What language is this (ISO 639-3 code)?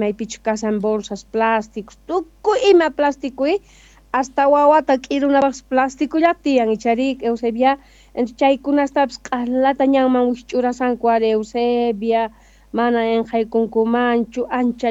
quh